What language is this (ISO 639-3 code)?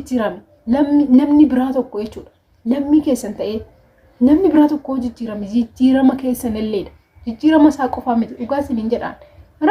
orm